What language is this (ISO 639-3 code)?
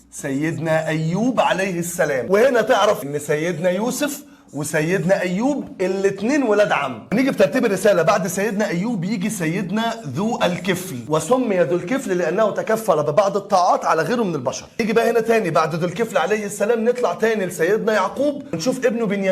arz